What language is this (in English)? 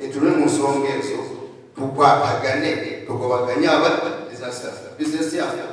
Ganda